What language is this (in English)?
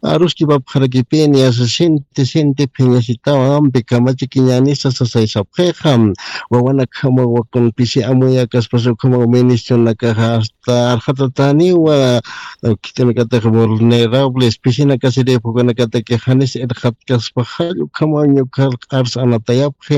Aymara